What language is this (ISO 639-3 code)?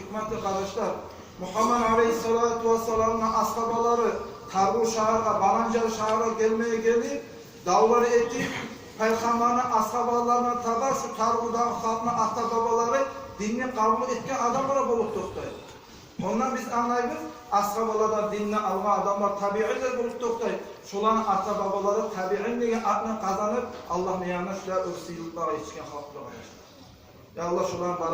kum